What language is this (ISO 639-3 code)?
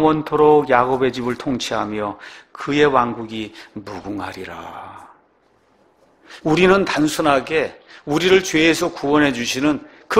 kor